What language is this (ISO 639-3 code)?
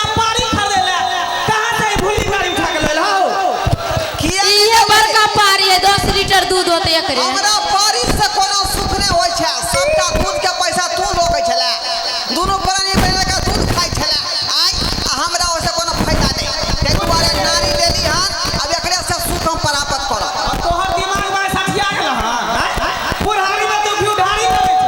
mai